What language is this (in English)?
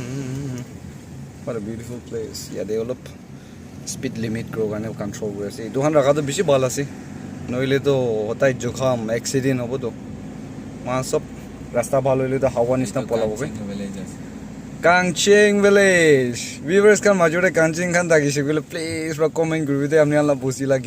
Naga Pidgin